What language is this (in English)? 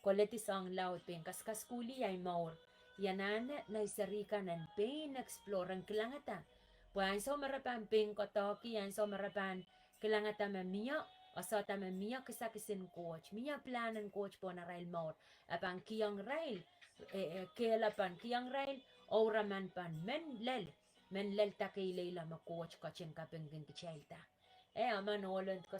Pohnpeian